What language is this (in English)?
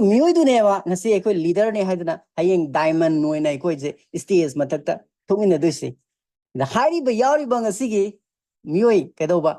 Manipuri